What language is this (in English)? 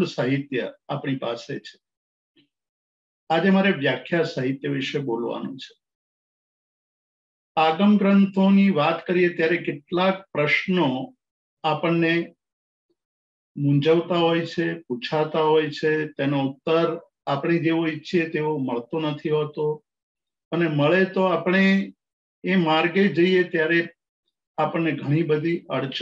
Gujarati